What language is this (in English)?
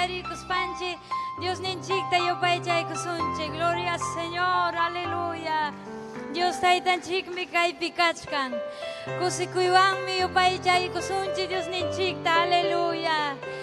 Ayacucho Quechua